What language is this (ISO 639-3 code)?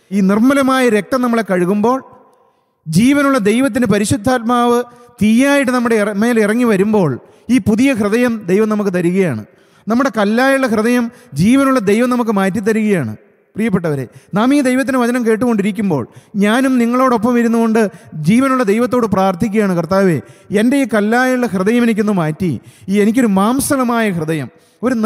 mal